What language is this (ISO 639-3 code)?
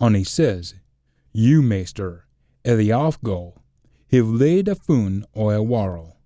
sco